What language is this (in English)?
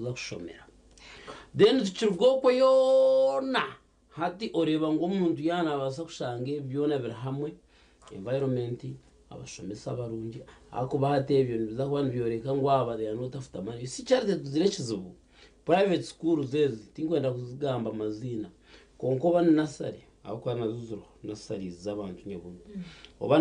Nyankole